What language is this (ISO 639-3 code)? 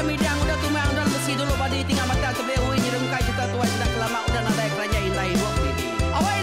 iba